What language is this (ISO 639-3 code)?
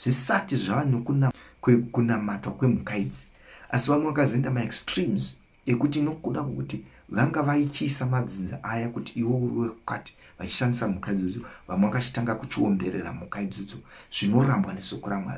sna